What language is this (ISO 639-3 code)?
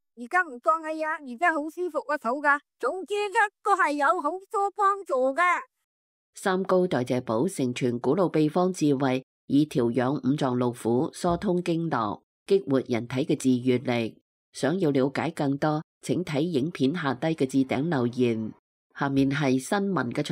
yue